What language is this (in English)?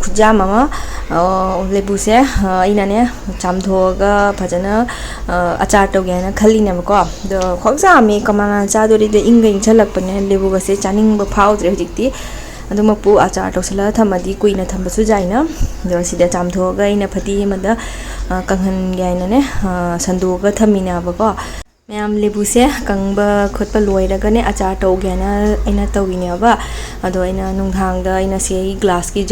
Manipuri